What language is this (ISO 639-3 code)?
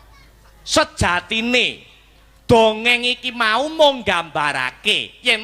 jav